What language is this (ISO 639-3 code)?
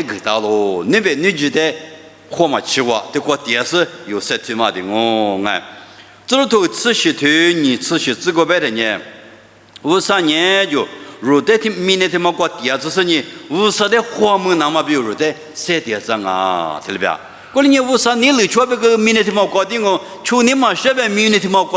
lis